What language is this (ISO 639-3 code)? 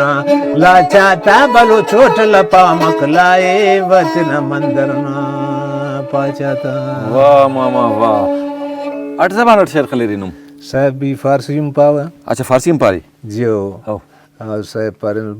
brh